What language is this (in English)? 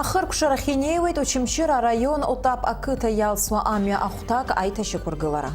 Abkhazian